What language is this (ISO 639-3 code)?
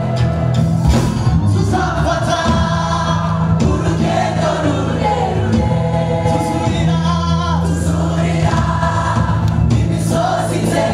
kin